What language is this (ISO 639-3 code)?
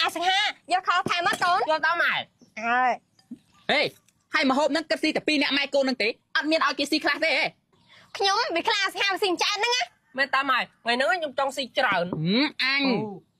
khm